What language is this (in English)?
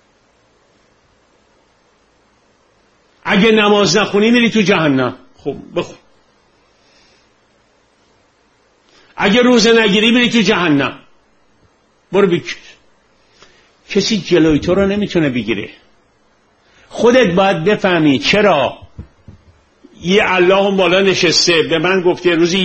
Persian